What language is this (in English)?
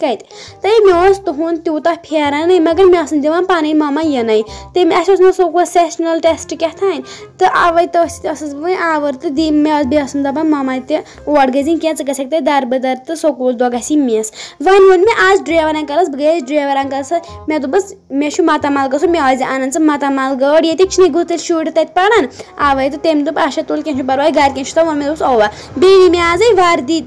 Kashmiri